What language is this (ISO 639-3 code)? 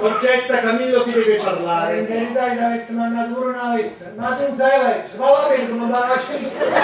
nap